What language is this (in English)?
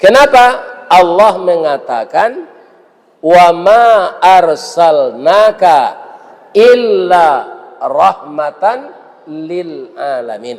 Minangkabau